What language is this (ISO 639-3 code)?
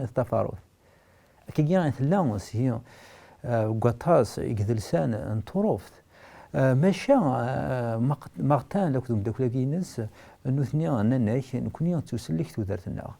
kab